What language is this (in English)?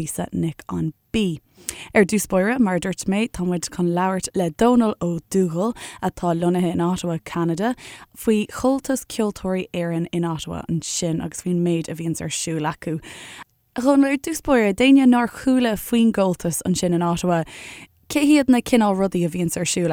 Irish